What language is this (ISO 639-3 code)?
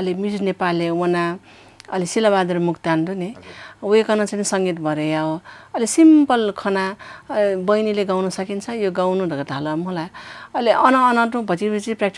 new